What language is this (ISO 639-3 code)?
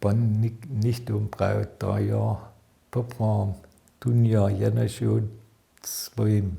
hsb